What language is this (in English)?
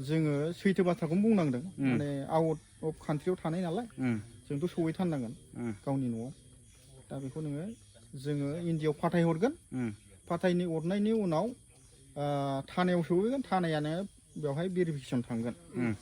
Bodo